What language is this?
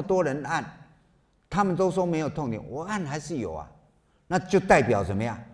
Chinese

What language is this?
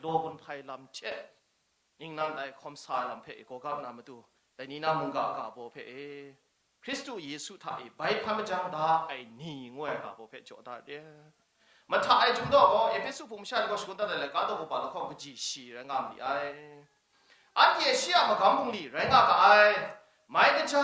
Kachin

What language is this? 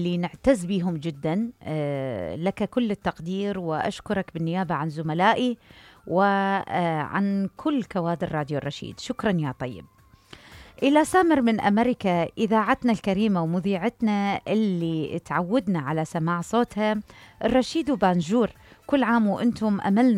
Mesopotamian Arabic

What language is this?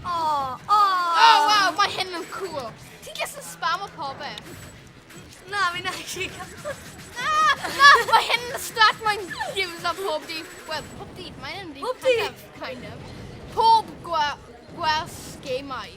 Welsh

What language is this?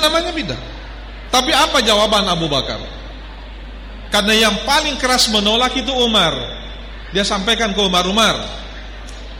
Indonesian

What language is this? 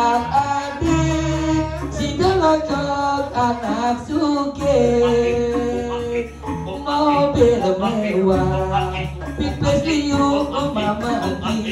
Balinese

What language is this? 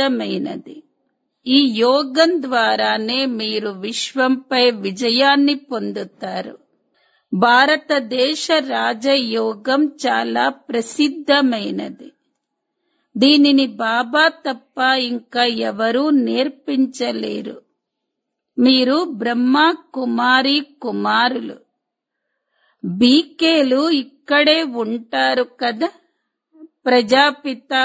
Telugu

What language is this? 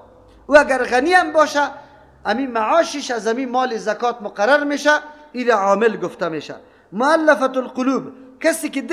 Persian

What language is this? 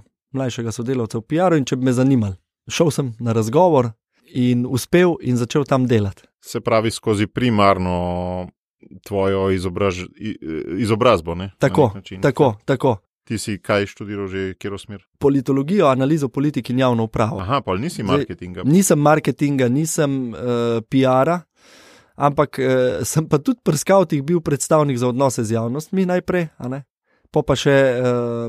Slovenian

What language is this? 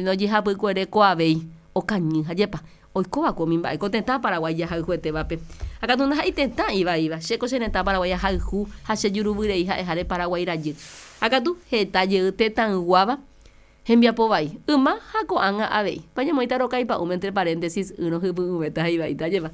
Guarani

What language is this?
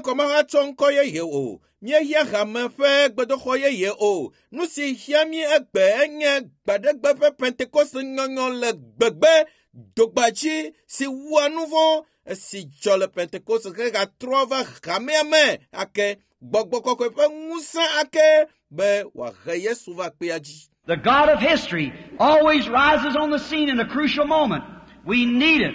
Ewe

